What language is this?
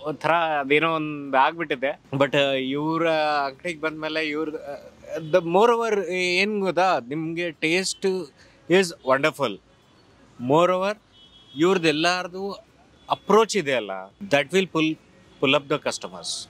Kannada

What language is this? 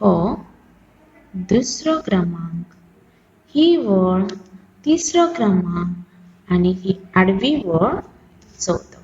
Konkani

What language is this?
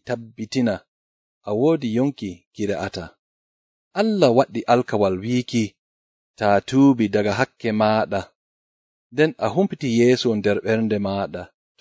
Nigerian Fulfulde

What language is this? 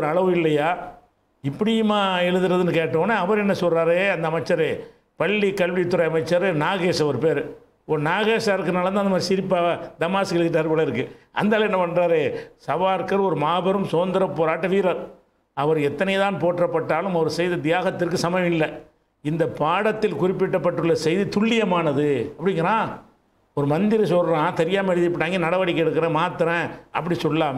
Tamil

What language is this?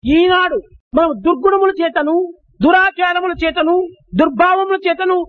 Telugu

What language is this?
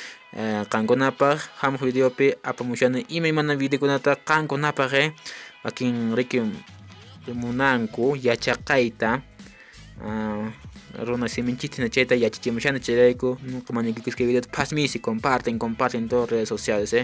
Quechua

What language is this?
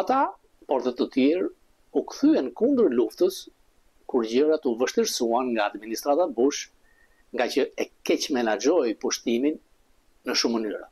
Albanian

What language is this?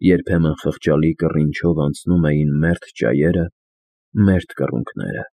Armenian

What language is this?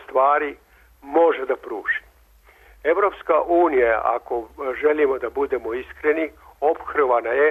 Serbian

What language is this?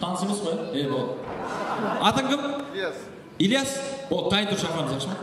Kara-Kalpak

